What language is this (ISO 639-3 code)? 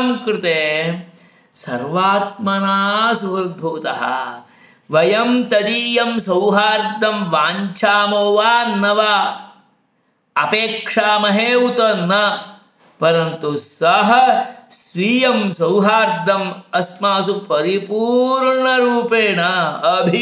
san